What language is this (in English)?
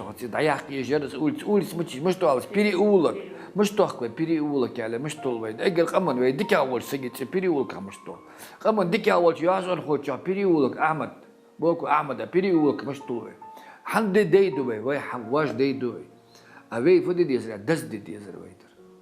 Ingush